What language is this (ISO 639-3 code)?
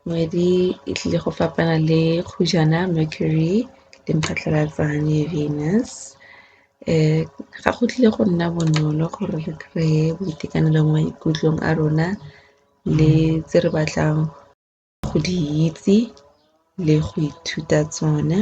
tsn